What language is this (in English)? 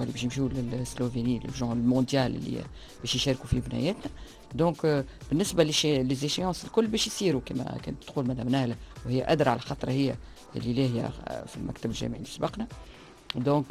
Tunisian Arabic